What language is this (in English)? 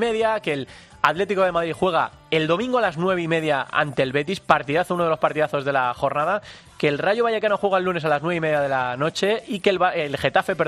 Spanish